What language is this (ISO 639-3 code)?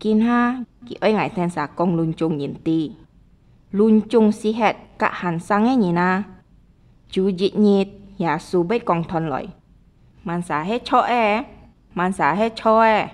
hak